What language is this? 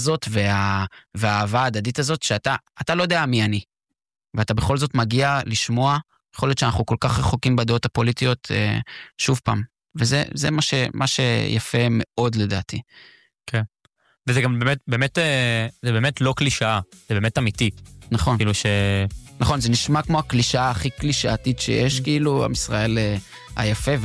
Hebrew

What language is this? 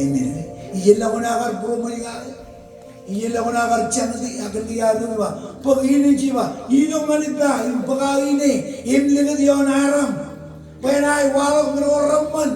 Marshallese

